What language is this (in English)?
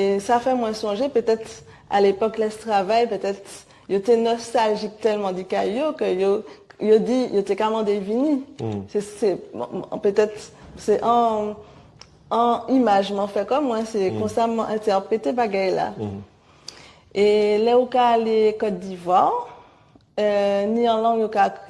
Guadeloupean Creole French